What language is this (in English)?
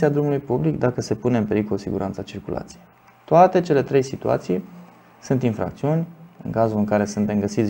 Romanian